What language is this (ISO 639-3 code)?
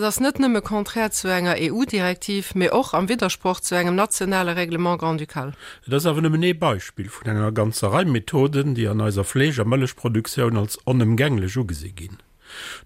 ltz